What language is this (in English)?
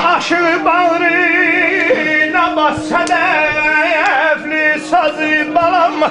South Azerbaijani